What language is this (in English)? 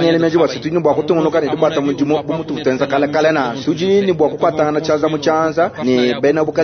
Luba-Lulua